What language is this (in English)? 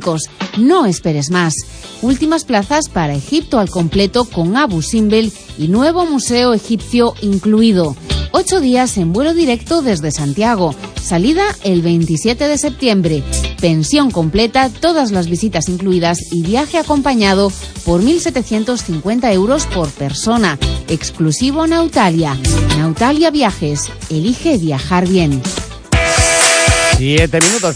Spanish